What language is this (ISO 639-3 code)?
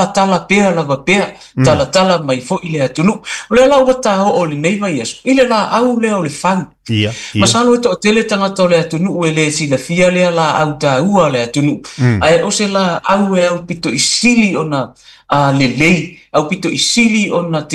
smo